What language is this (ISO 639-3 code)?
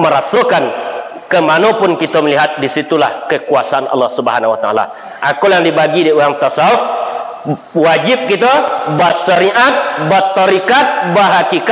min